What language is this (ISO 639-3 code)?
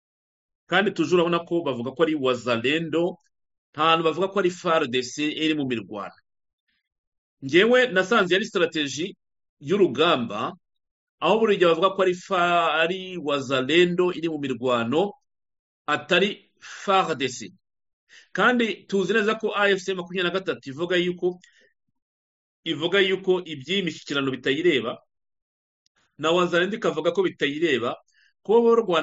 kin